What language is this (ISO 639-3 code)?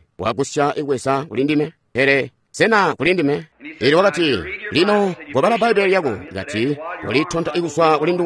toi